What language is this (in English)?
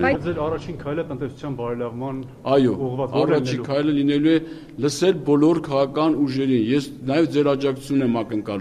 Armenian